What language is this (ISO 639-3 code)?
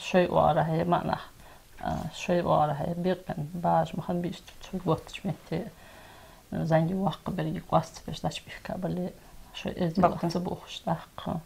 inh